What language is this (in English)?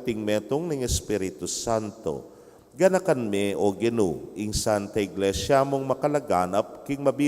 Pampanga